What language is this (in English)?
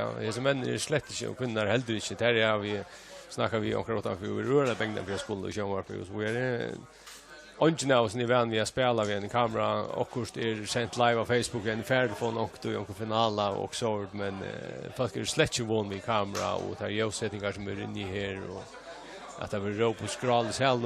Faroese